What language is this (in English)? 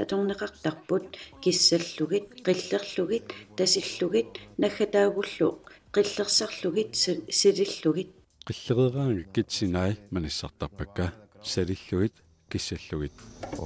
Kalaallisut